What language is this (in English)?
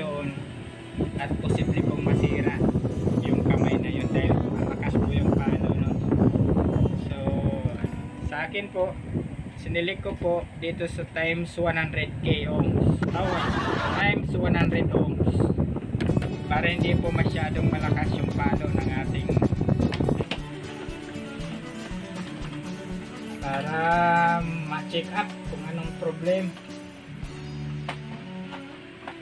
Filipino